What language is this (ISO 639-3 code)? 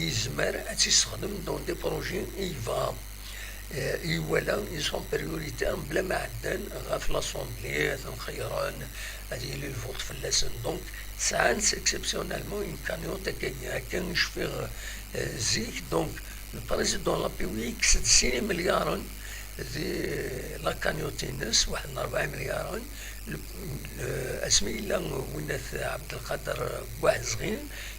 kab